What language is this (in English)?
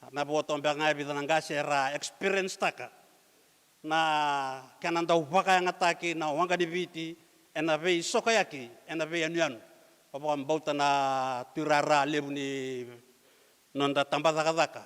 Fijian